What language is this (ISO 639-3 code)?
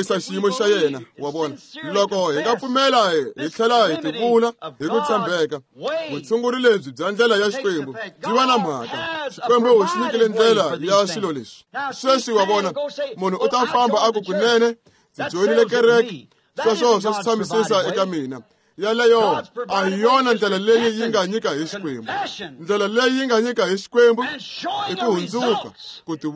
tso